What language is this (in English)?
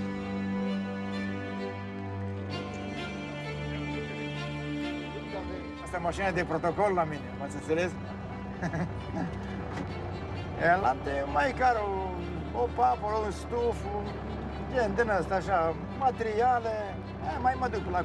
Romanian